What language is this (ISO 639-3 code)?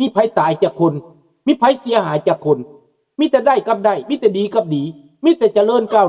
lao